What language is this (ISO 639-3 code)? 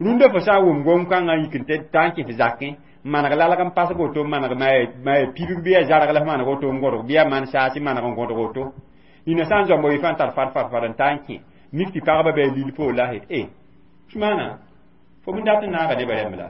mos